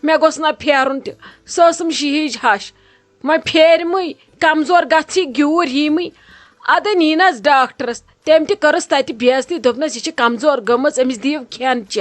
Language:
Kashmiri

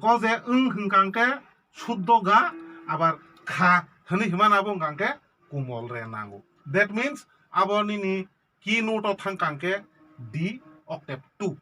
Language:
Kok Borok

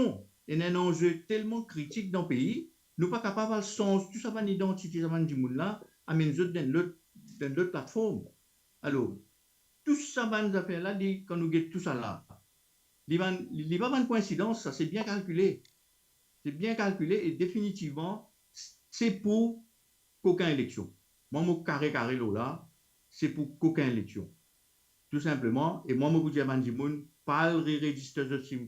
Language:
Morisyen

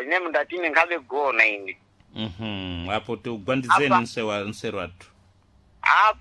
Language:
Sena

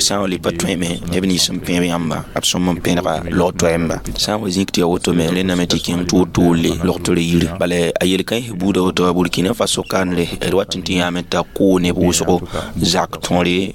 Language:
Mossi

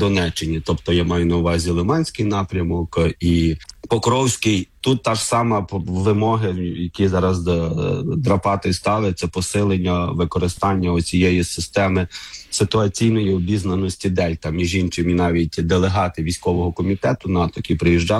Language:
Ukrainian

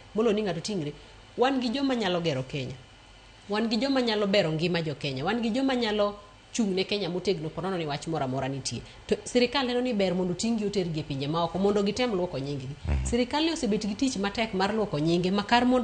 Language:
Luo (Kenya and Tanzania)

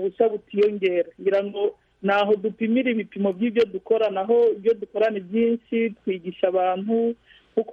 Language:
Kinyarwanda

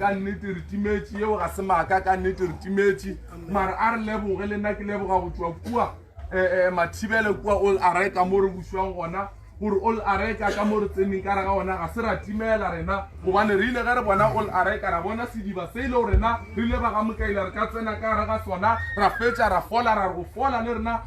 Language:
Northern Sotho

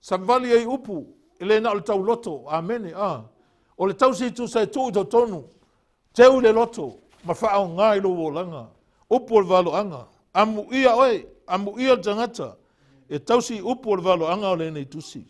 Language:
Samoan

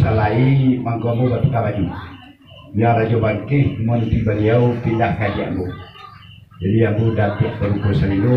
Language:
Minangkabau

